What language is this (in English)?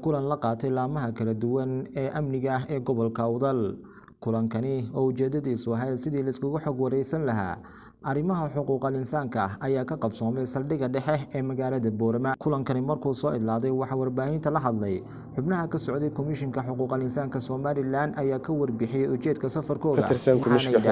Somali